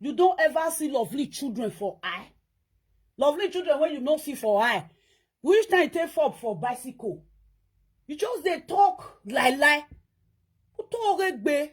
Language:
Nigerian Pidgin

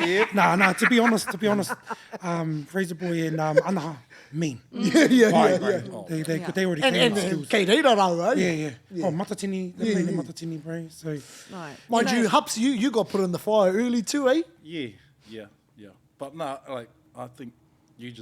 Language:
Māori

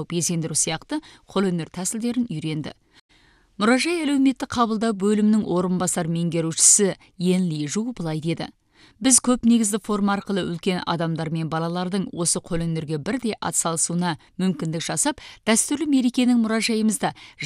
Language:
Kazakh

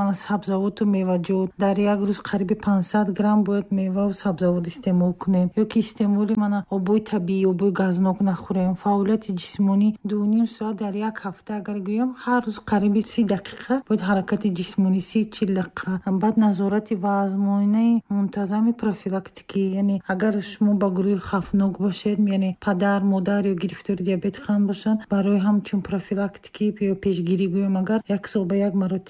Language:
Tajik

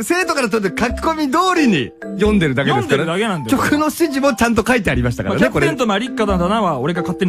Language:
Japanese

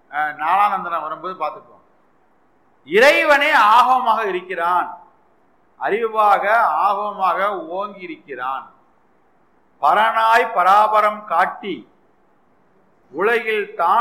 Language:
Tamil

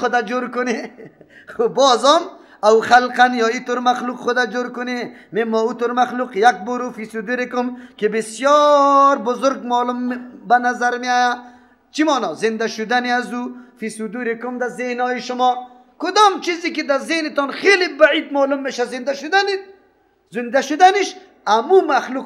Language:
Persian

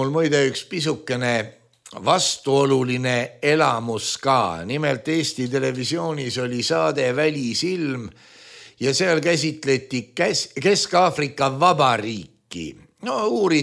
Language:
Estonian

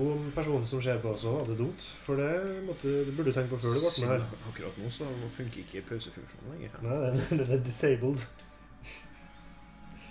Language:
Norwegian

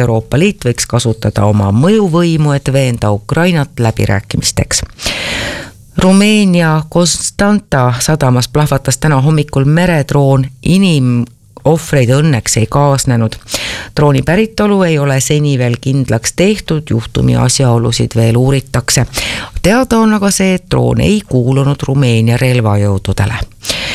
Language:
Estonian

